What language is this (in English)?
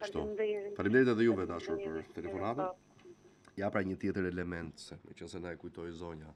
Albanian